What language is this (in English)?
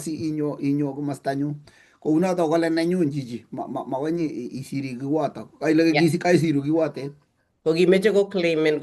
Kalenjin